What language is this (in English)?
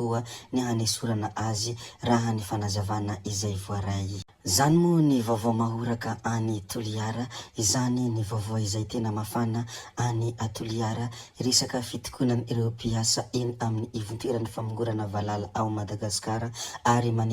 Malagasy